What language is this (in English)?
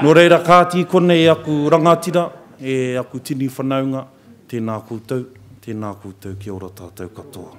Māori